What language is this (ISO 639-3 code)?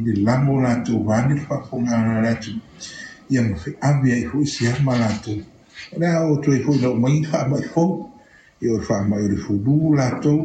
smo